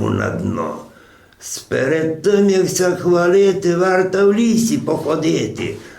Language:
Rusyn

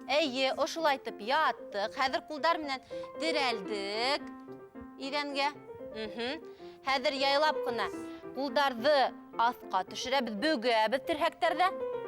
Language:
Bashkir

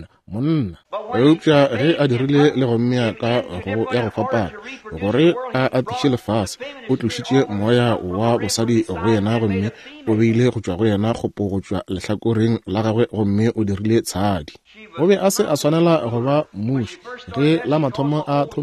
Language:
Northern Sotho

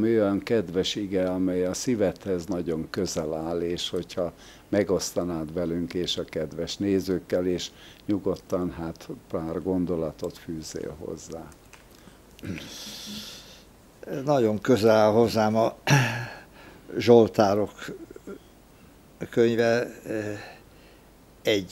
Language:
Hungarian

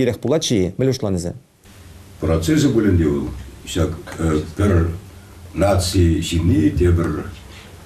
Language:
Chuvash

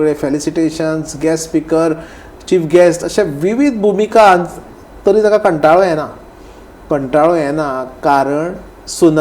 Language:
Konkani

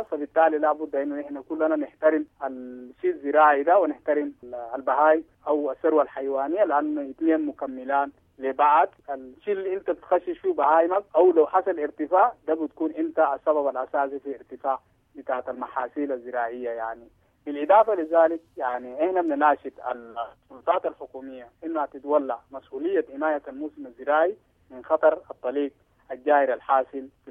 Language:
Sudanese Arabic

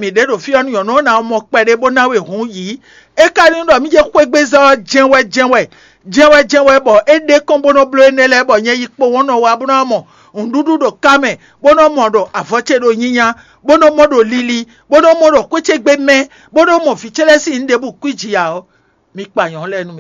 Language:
Fon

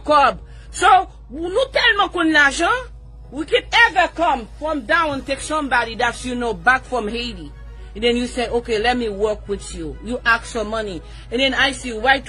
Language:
Haitian Creole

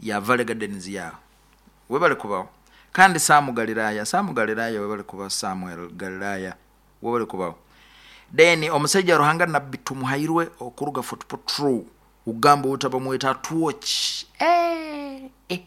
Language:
Nyoro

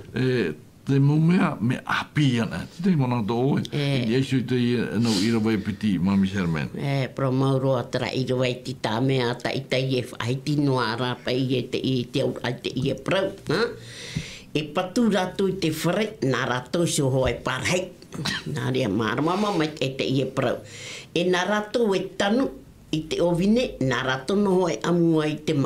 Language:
Tahitian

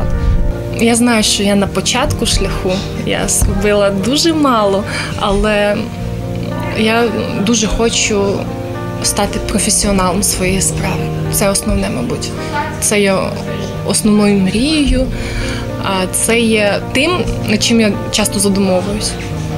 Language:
Ukrainian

